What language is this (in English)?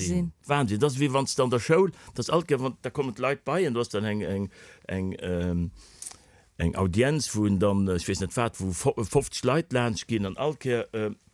Luxembourgish